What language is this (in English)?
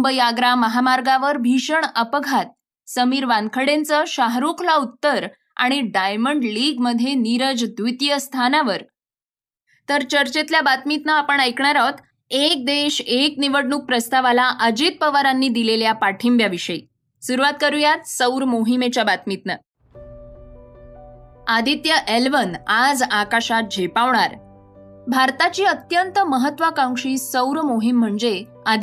Marathi